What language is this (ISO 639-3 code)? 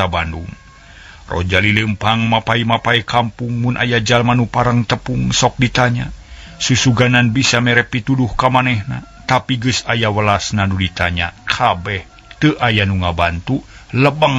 sun